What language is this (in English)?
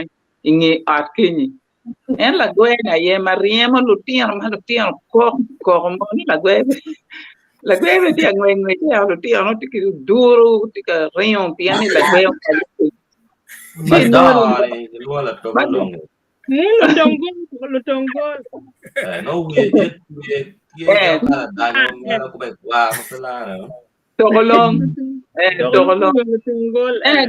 Acoli